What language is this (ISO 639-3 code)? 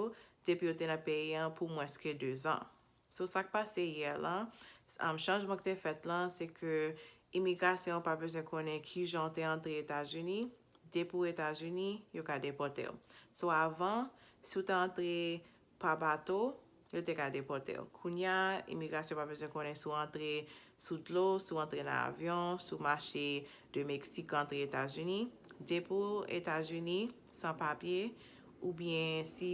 hat